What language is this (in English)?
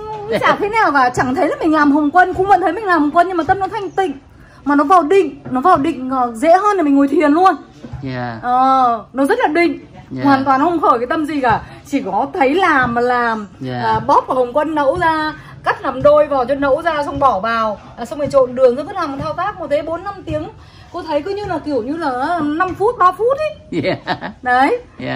Vietnamese